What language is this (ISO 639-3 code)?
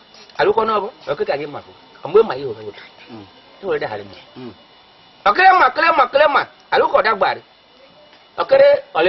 ish